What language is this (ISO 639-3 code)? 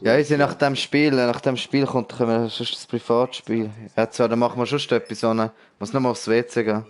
gsw